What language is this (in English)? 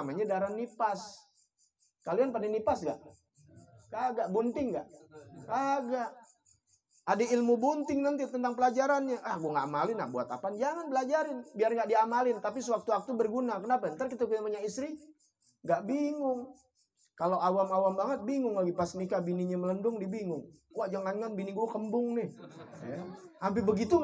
Betawi